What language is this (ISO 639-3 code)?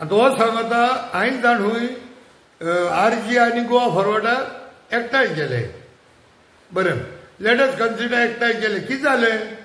kok